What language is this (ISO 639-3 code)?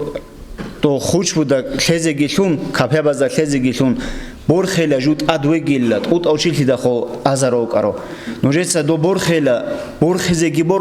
ava